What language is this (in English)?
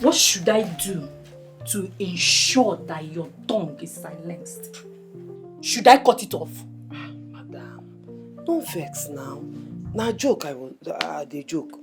Nigerian Pidgin